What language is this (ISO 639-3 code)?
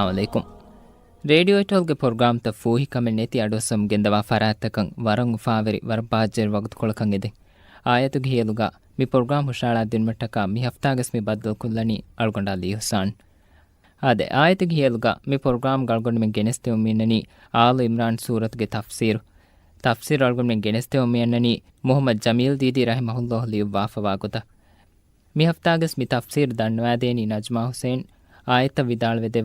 div